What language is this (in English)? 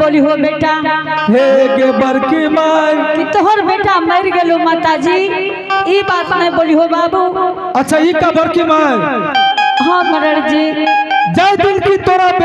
Angika